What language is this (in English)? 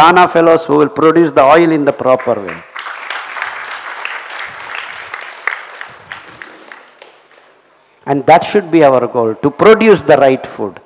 Kannada